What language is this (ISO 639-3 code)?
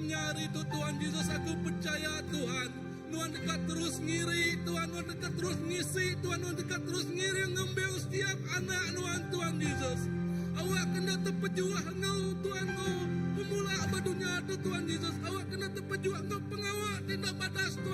iba